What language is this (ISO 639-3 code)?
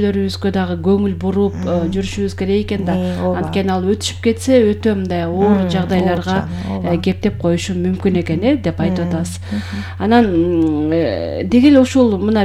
kir